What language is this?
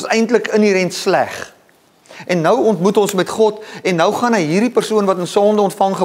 Afrikaans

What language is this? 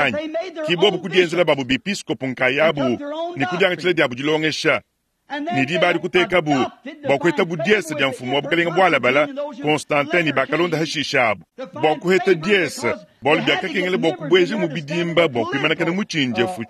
Luba-Lulua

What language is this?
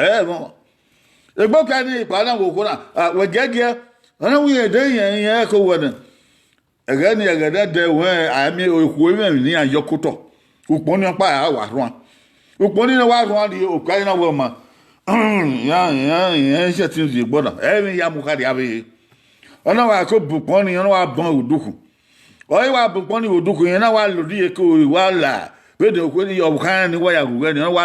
Bini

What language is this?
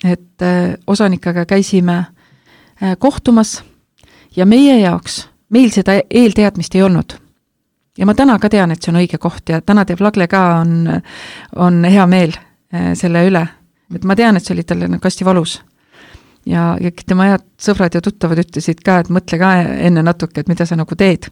Estonian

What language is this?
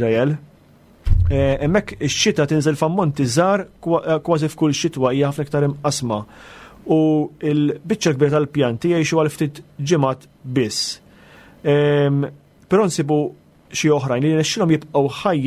Maltese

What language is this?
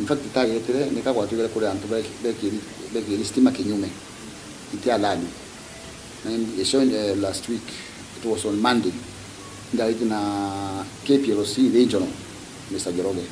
Meru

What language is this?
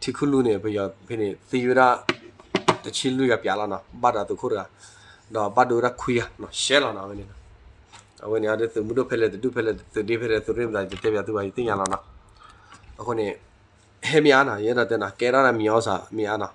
S'gaw Karen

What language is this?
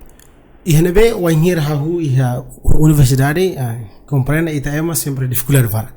Tetum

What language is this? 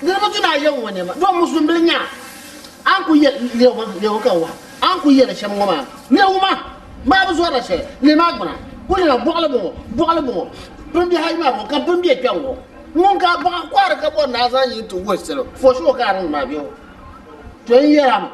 Dagbani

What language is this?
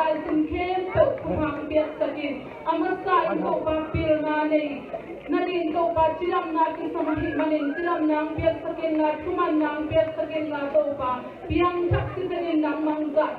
Tedim Chin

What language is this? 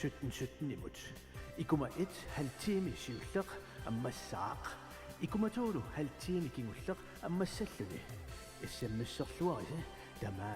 Kalaallisut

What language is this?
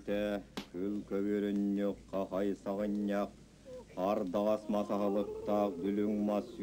Yakut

